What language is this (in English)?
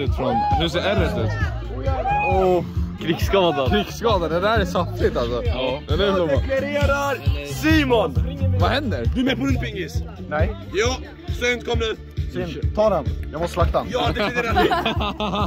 Swedish